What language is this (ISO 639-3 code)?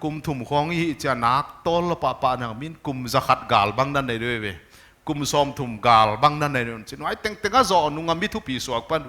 pck